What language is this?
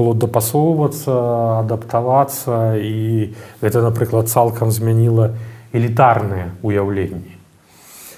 Belarusian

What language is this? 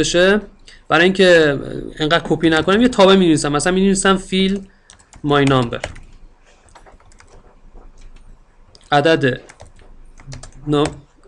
Persian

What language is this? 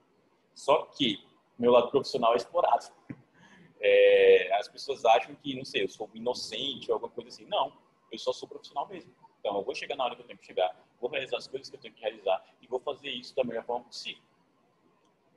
Portuguese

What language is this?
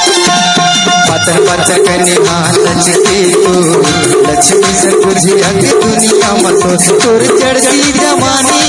Chhattisgarhi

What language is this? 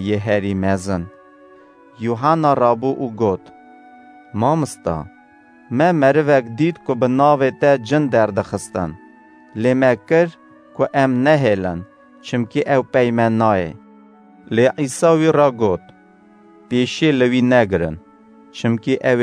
Kurdish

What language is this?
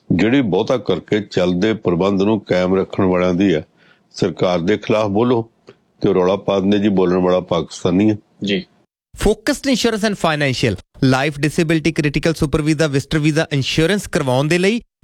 Punjabi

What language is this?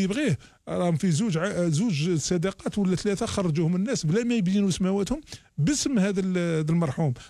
Algerian Arabic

